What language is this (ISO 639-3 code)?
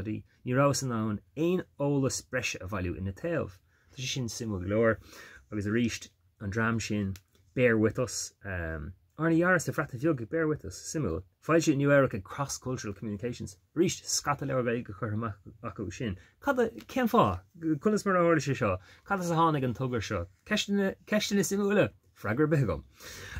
gle